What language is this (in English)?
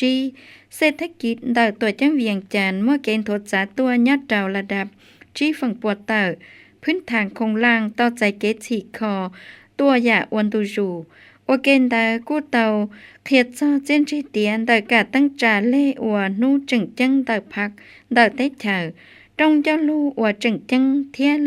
Hmong